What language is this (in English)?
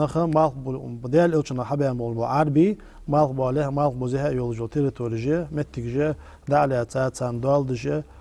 Ingush